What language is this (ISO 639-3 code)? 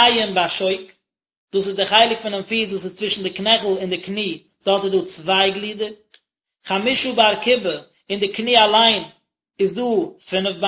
yid